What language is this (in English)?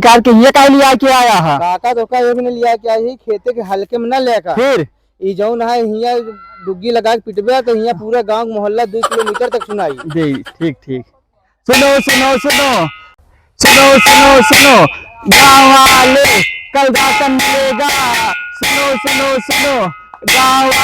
Awadhi